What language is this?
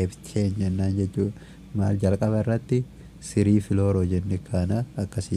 Oromo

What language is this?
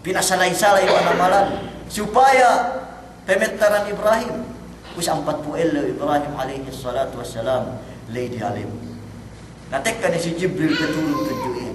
Yakan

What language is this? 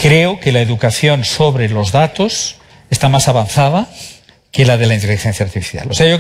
Spanish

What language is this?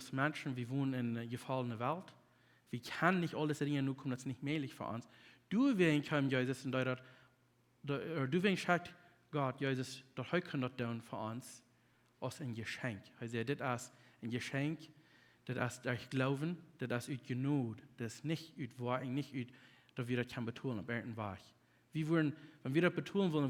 Plautdietsch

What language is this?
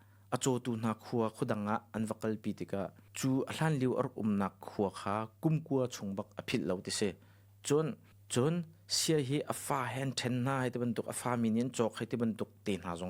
Hakha Chin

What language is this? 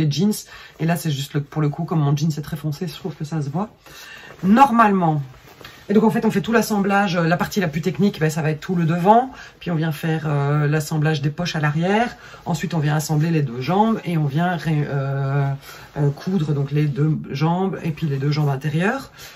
French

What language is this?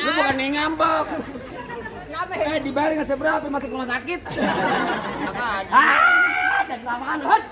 Betawi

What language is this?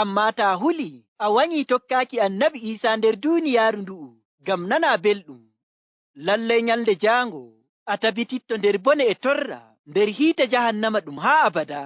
Fula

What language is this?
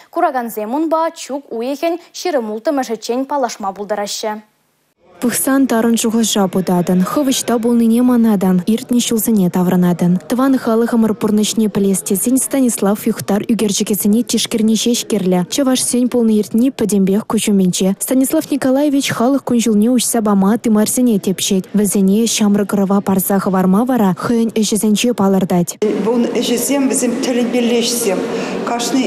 Chuvash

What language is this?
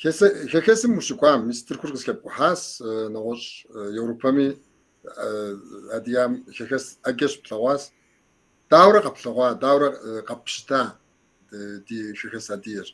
Kabardian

